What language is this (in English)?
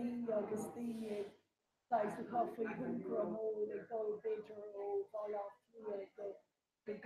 Irish